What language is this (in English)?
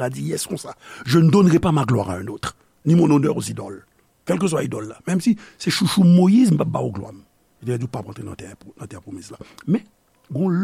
Haitian Creole